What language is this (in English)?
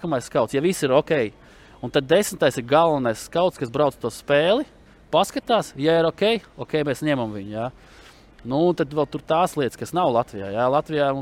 Latvian